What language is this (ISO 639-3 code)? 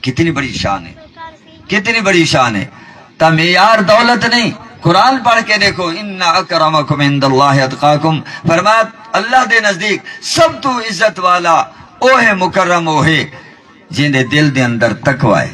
skr